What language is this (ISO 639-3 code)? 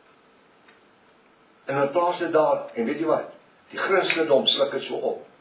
afr